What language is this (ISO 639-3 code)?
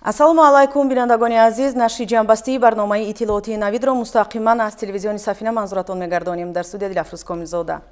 tgk